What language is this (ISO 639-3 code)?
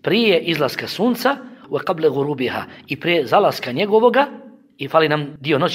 bos